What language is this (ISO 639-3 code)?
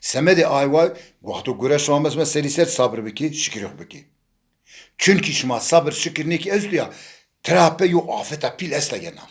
zza